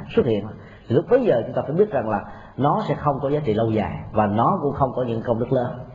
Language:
Vietnamese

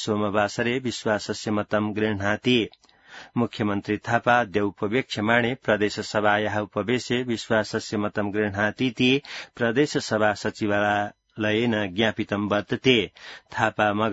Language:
Sanskrit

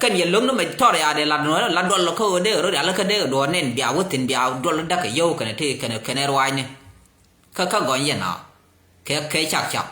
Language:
Nuer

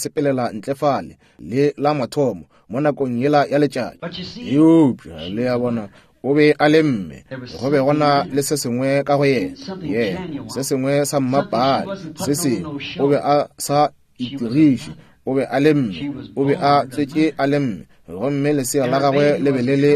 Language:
Northern Sotho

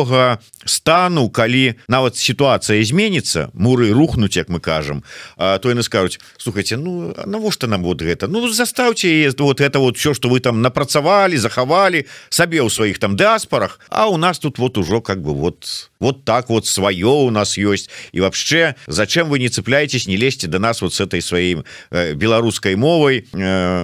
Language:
Belarusian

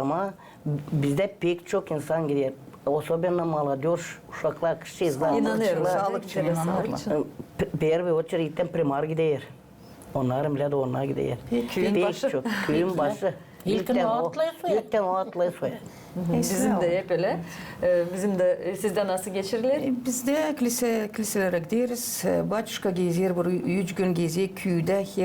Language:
Gagauz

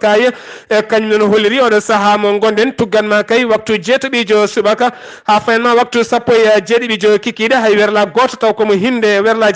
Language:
Fula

